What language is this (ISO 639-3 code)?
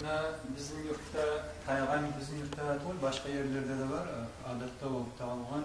kum